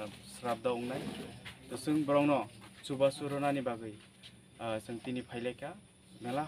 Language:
Kok Borok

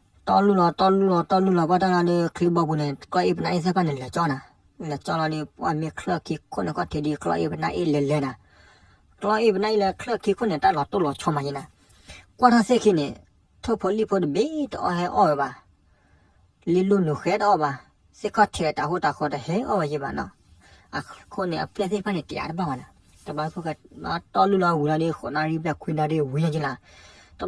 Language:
S'gaw Karen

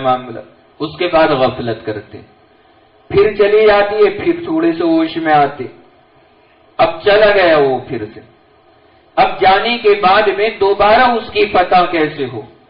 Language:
Urdu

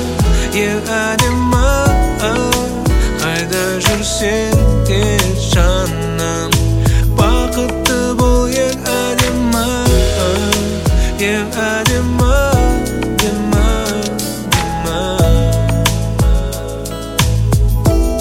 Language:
Kazakh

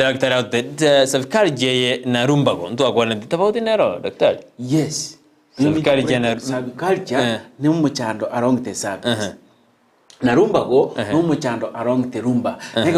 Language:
Gusii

